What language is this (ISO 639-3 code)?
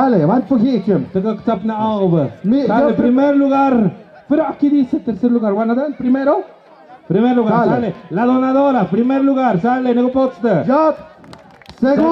mxp